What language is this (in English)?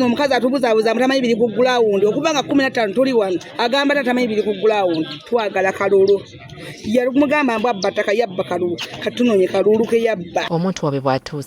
Ganda